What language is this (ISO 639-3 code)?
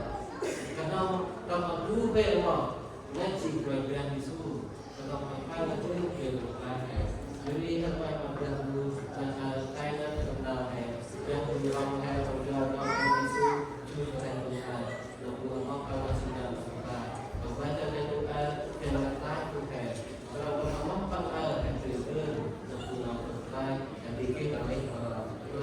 cmo